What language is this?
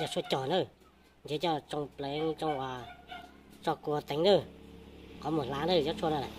Hmong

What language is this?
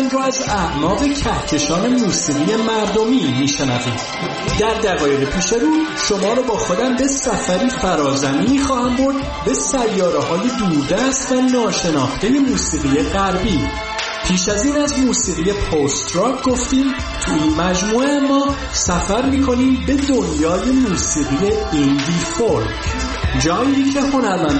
Persian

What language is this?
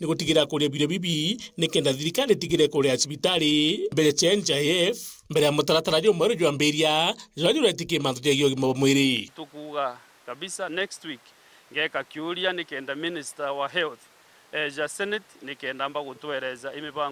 Meru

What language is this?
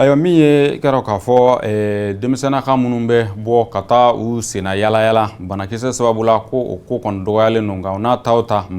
Bambara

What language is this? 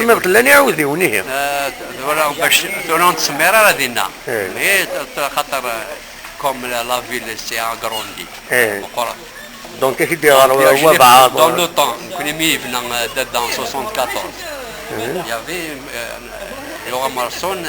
Kabyle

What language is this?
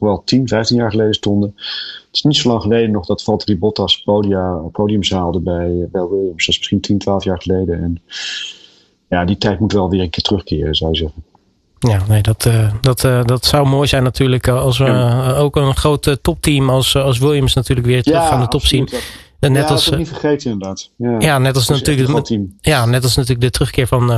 Dutch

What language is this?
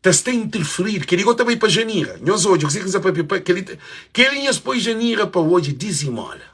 Kabuverdianu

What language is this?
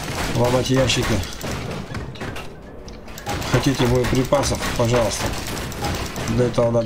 Russian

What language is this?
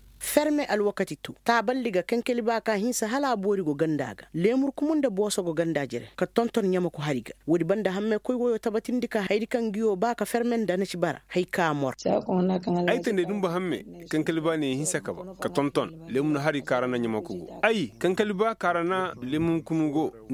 Koyraboro Senni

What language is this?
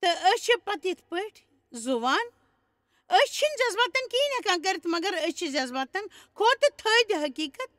Kashmiri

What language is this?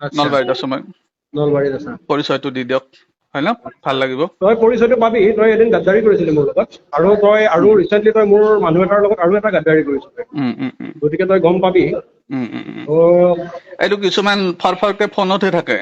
Assamese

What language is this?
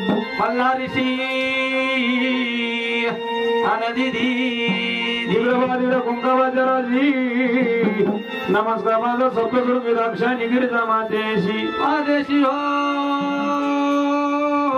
Marathi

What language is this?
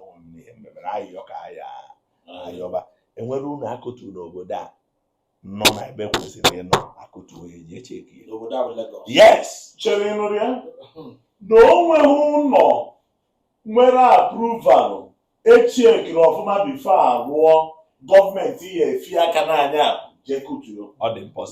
Igbo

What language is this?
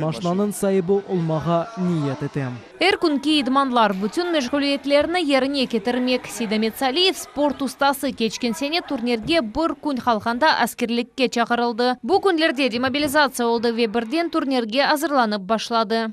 Crimean Tatar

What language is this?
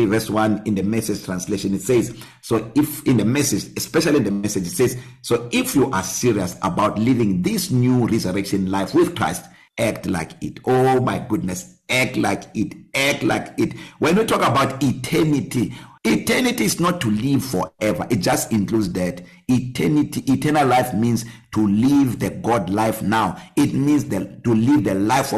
English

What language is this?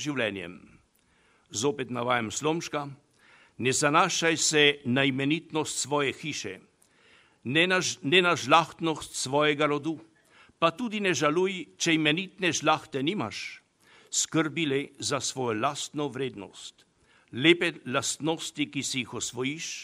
Slovenian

